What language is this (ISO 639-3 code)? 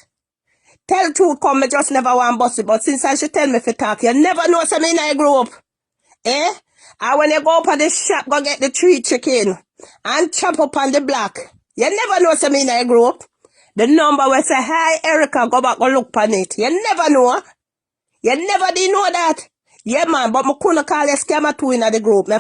jam